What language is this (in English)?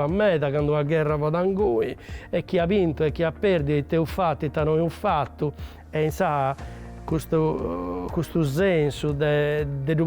Sardinian